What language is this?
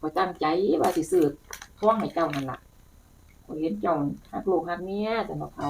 Northeastern Thai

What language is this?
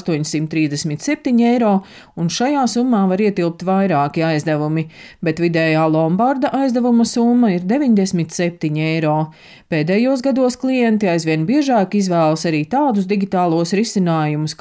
Latvian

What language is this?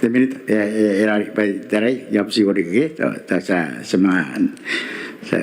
Gilbertese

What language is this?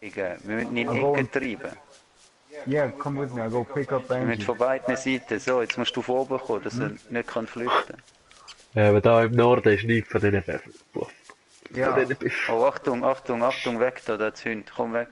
Swiss German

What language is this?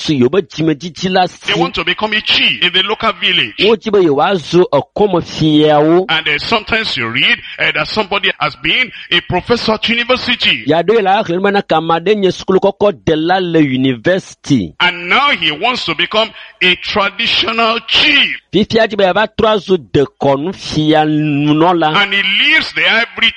Ewe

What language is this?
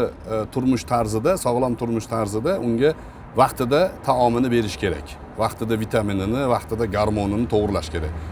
Uzbek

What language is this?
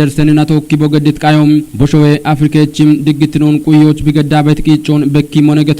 Kafa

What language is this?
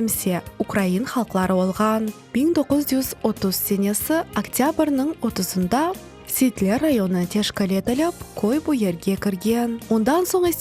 Crimean Tatar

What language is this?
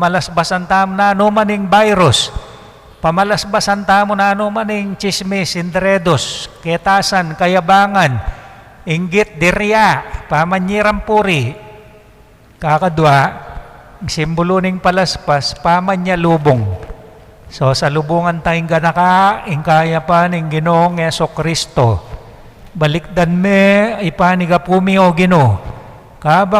Pampanga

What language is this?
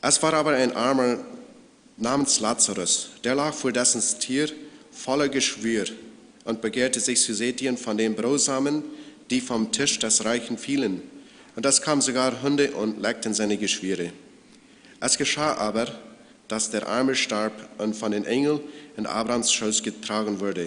Plautdietsch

